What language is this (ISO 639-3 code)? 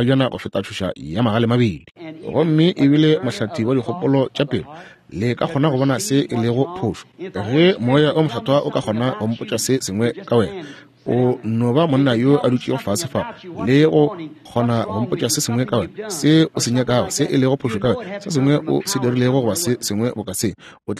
nso